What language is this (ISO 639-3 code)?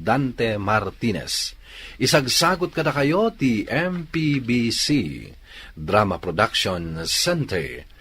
ilo